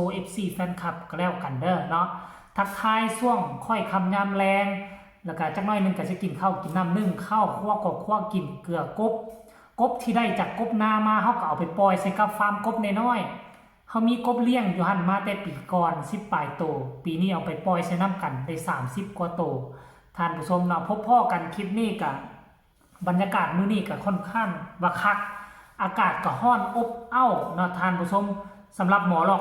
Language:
Lao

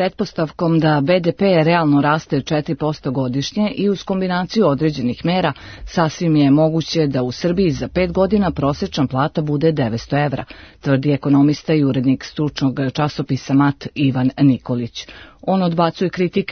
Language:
Serbian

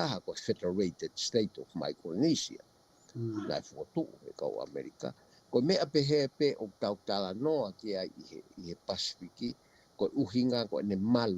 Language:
Tongan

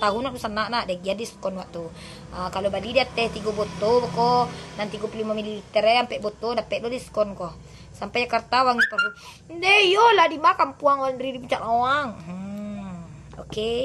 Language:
Minangkabau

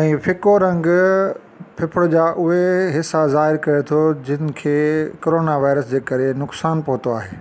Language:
Sindhi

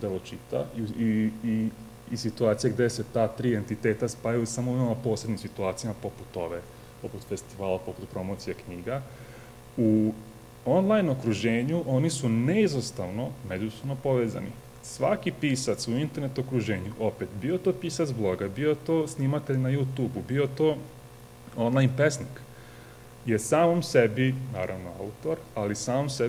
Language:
Serbian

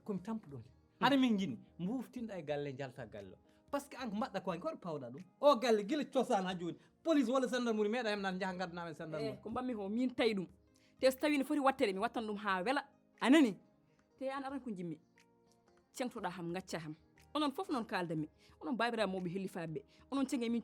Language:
Fula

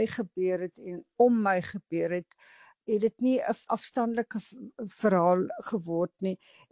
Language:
Afrikaans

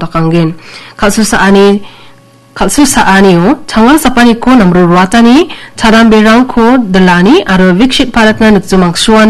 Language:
Garo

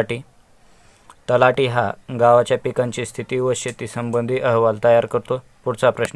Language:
Marathi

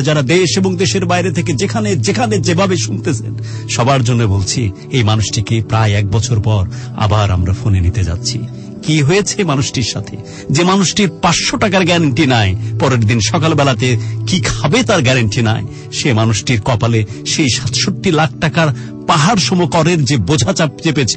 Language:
Bangla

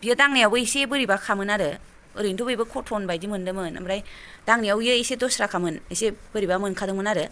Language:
Bodo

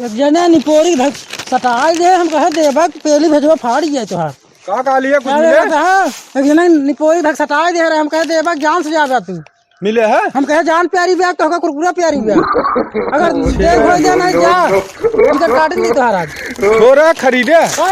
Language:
Awadhi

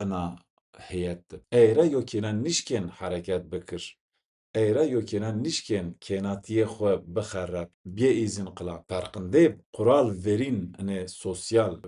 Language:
Zaza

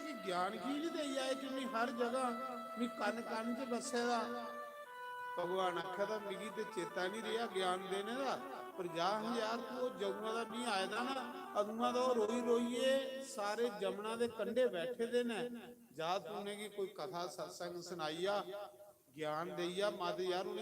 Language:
Dogri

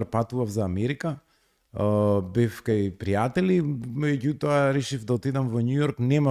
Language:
Macedonian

